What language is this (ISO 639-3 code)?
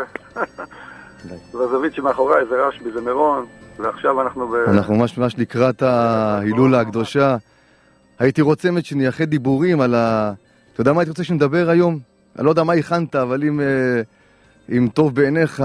heb